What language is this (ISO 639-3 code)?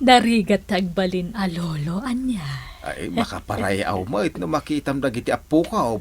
ilo